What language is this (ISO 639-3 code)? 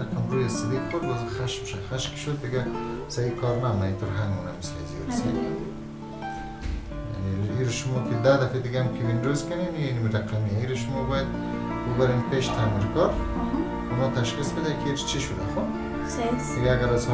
fas